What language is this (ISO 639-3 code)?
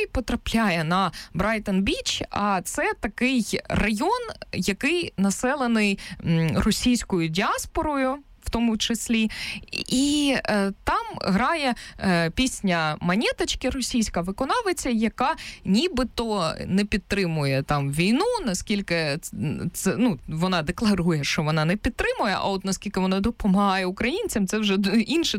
ukr